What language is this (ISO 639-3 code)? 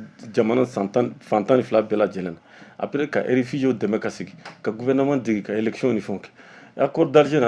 bam